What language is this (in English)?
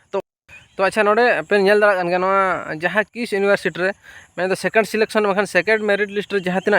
Santali